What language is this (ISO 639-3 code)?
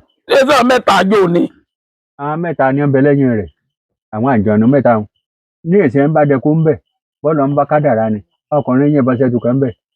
yor